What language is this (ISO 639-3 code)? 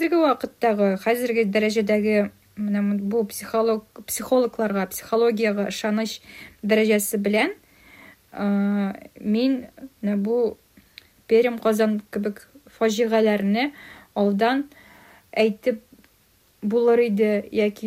tat